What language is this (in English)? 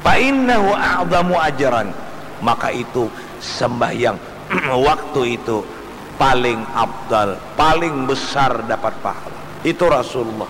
Banjar